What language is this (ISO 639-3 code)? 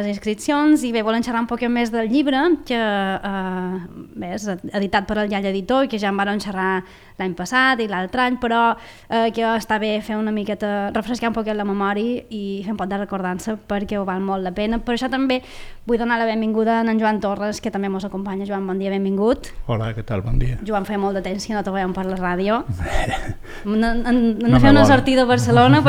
cat